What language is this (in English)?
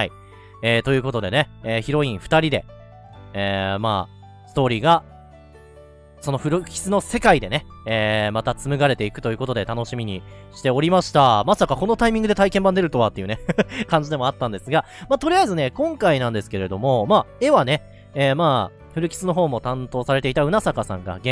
Japanese